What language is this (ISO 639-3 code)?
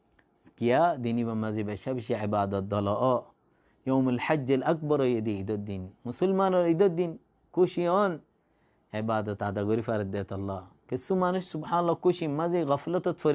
rhg